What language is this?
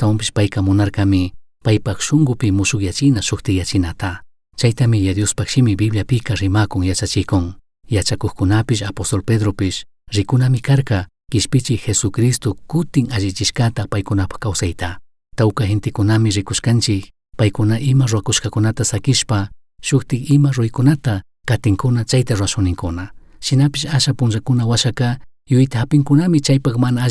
Chimborazo Highland Quichua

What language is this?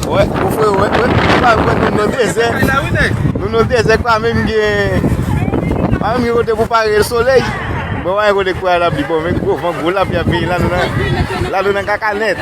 Haitian Creole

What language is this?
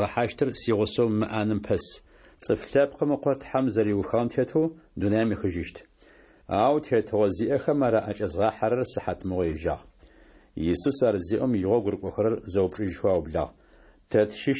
Adyghe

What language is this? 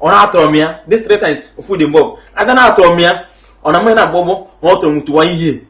Igbo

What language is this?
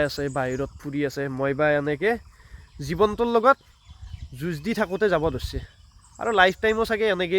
Assamese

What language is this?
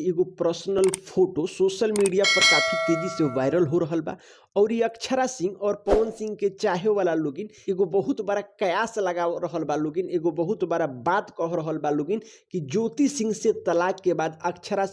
Bhojpuri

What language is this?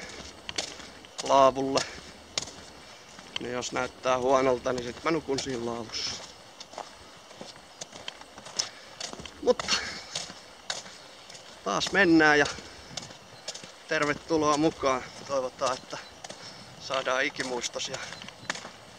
Finnish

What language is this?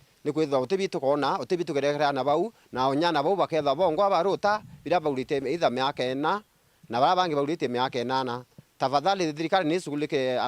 Meru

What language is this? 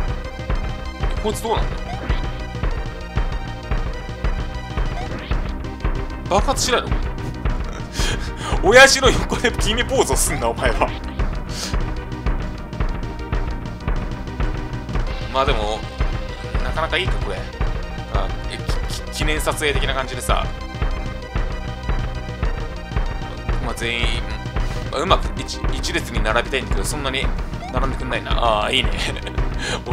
Japanese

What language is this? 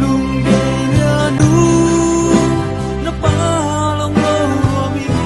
Tedim Chin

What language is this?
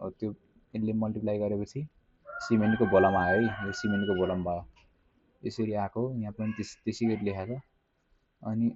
Nepali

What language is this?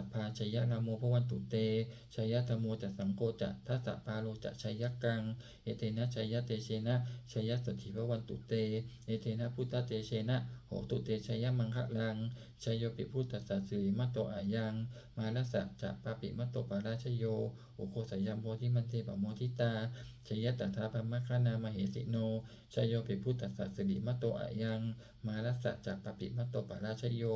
Pali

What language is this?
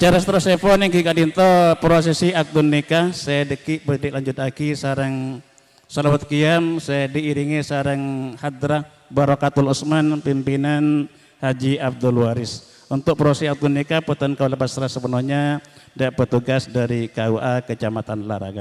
Madurese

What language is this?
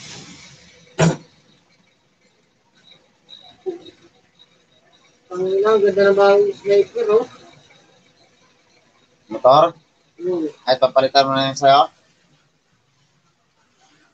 Filipino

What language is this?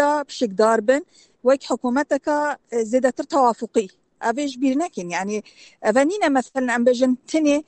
Kurdish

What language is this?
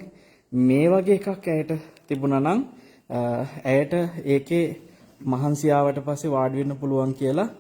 Sinhala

